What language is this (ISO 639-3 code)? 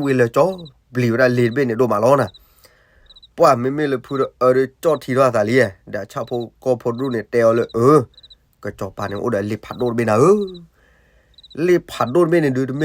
ksw